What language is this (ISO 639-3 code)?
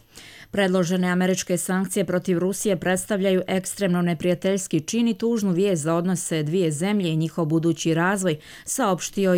hrv